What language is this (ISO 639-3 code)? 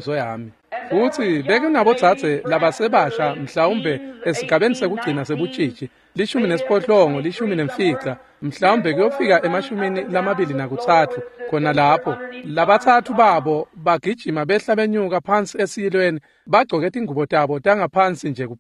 ssw